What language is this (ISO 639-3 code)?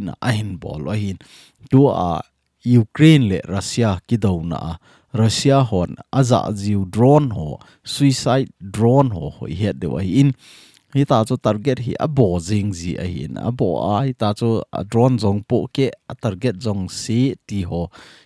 tcz